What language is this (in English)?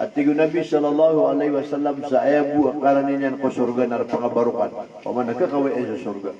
Maranao